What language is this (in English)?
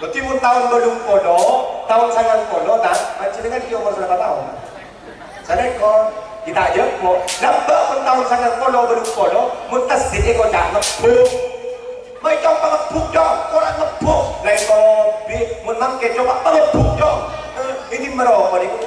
Madurese